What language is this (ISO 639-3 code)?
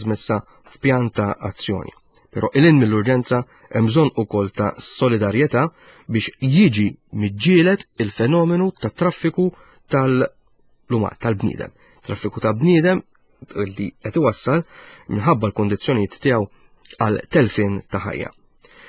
mlt